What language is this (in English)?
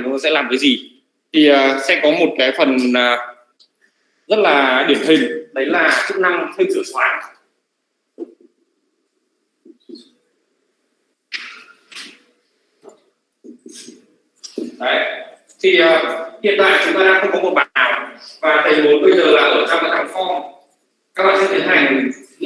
Vietnamese